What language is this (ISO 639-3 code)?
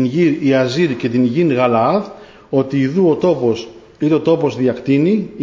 ell